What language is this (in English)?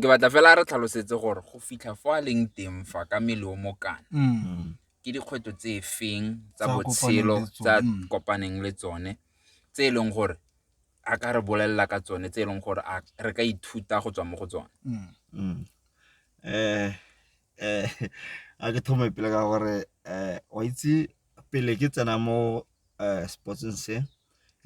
Tswana